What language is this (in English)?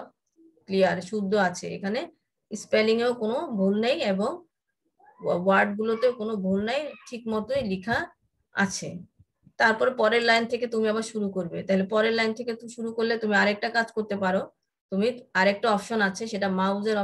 Bangla